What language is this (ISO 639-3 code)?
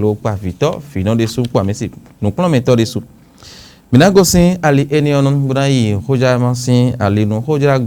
fon